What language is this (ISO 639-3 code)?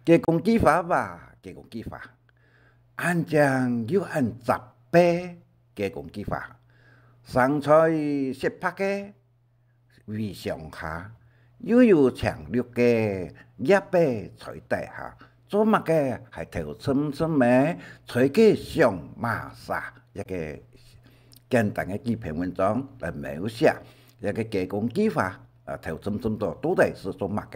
hak